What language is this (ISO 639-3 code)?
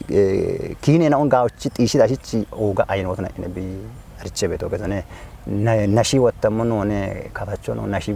kbr